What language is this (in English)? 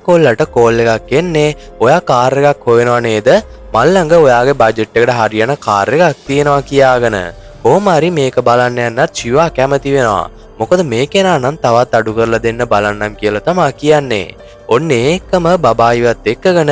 Sinhala